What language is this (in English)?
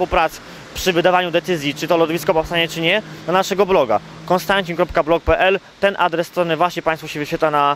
Polish